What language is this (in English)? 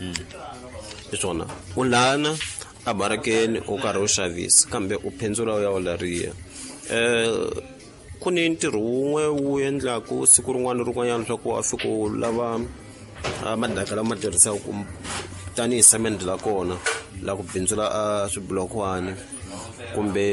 Tsonga